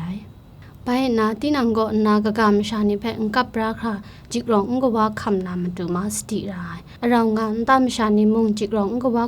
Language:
Kachin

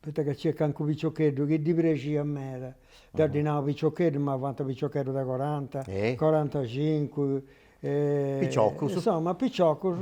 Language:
Sardinian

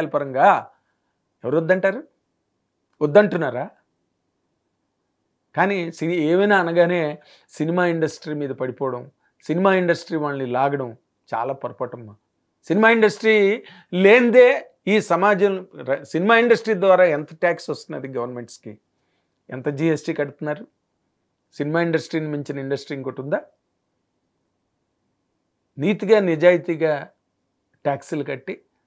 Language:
Telugu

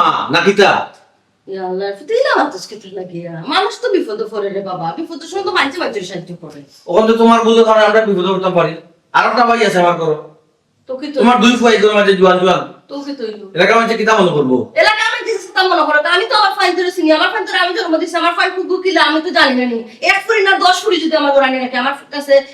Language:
Sylheti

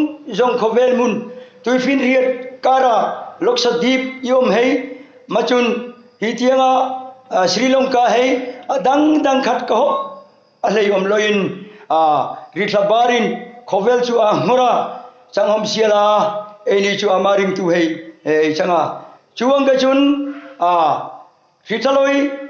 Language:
Hmar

